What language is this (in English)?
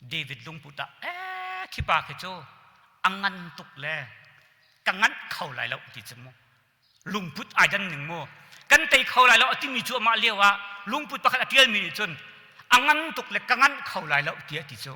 Hakha Chin